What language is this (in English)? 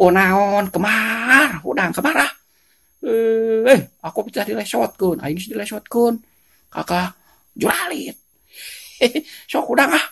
Sundanese